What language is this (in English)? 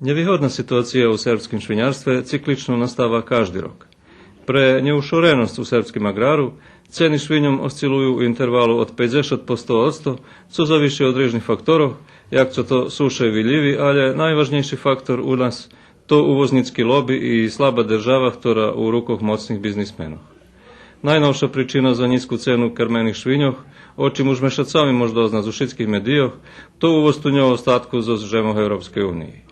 Rusyn